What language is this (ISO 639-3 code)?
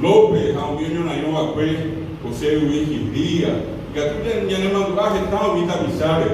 grn